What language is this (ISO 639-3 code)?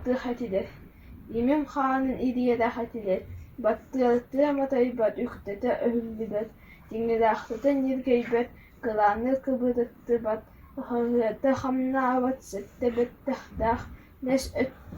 sah